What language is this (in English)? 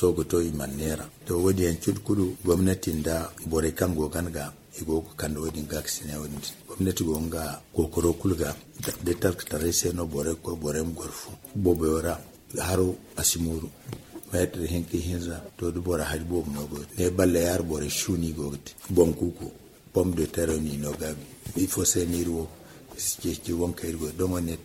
Zarma